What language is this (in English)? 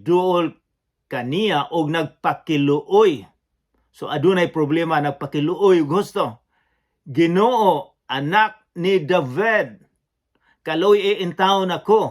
Cebuano